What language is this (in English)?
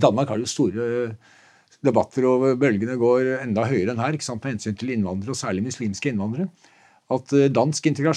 Norwegian